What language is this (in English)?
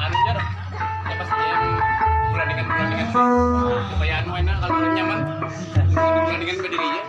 Banjar